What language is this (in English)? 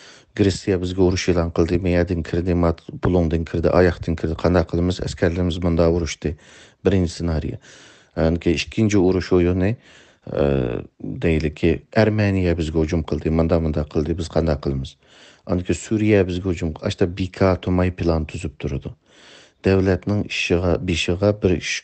Uyghur